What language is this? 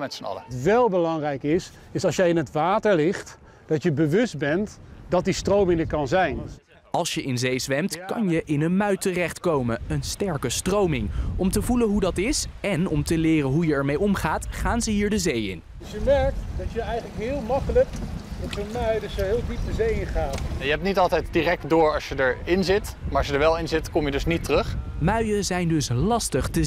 Dutch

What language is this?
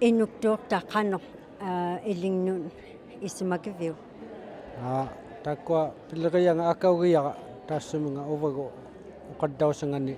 Inuktitut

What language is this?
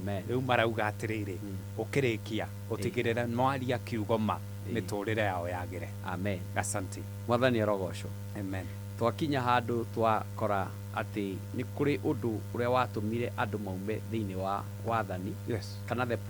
Kikuyu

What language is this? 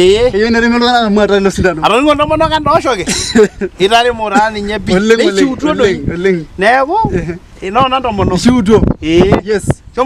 Masai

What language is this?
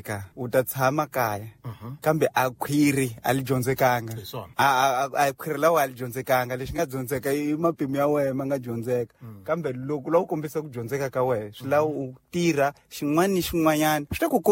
Tsonga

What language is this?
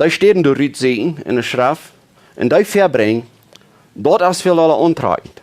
Plautdietsch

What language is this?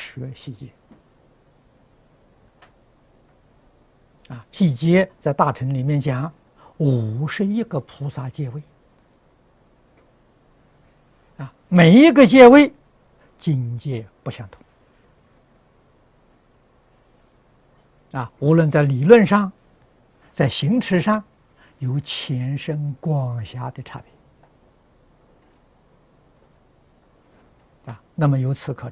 Chinese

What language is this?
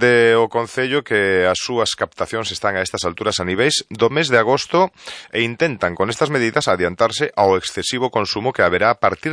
Galician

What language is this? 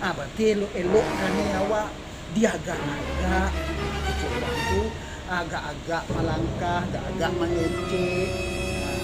Minangkabau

